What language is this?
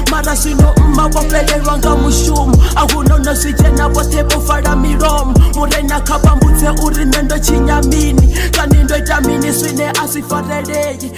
Venda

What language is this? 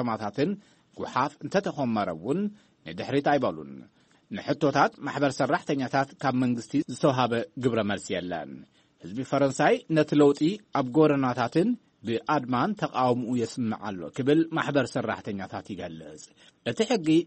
Tigrinya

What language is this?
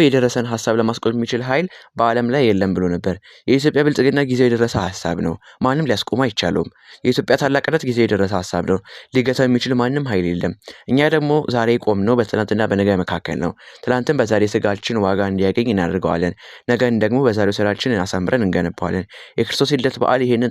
Amharic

